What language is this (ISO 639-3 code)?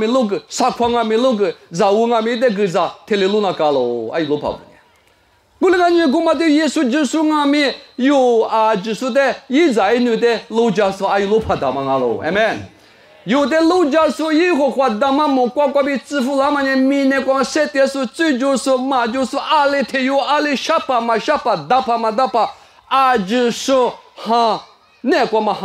lis